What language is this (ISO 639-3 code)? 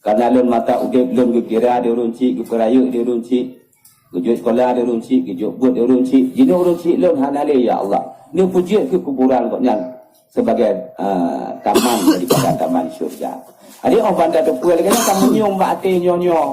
ace